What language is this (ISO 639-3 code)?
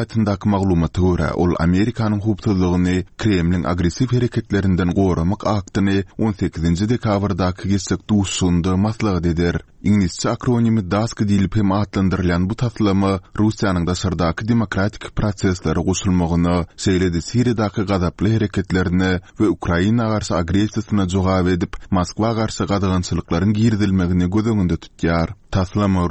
tuk